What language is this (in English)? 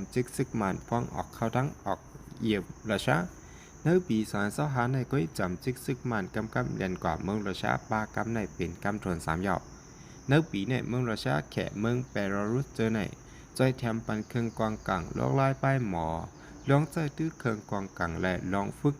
Shan